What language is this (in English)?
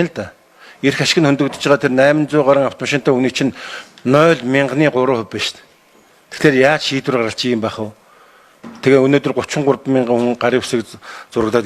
Mongolian